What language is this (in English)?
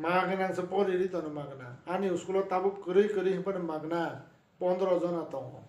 Kok Borok